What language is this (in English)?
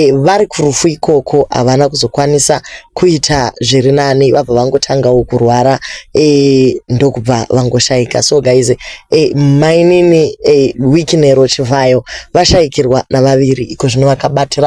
Shona